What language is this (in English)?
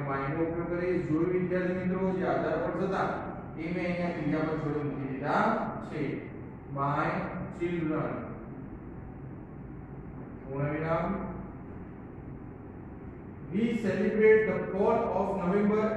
Gujarati